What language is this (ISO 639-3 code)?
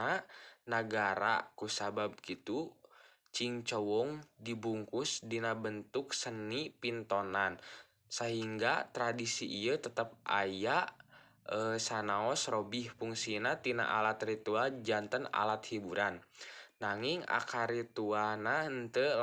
sun